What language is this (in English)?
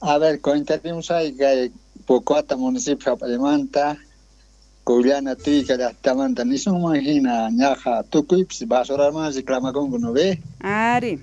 South Bolivian Quechua